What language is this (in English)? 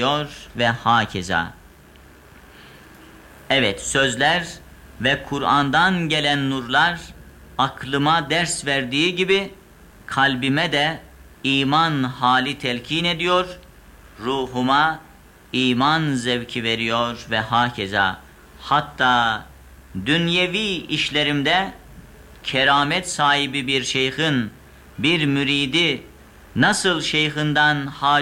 Turkish